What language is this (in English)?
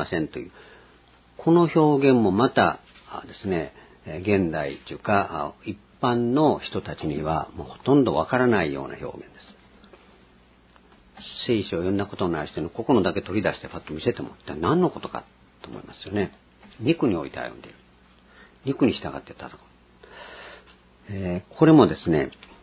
Japanese